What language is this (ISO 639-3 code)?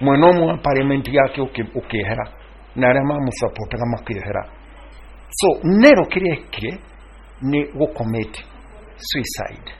kik